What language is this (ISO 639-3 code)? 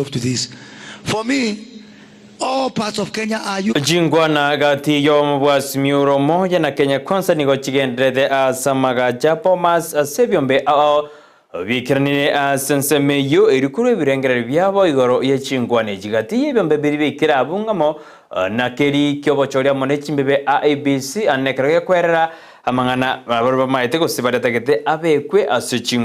guz